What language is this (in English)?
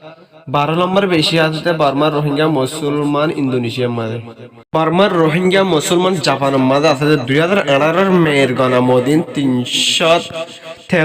Rohingya